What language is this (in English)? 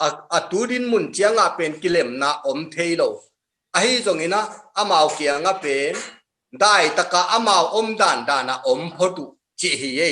Tedim Chin